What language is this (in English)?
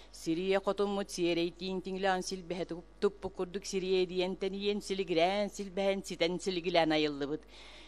Yakut